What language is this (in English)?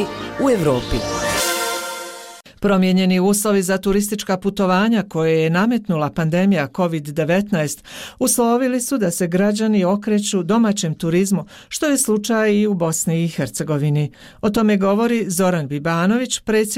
Bosnian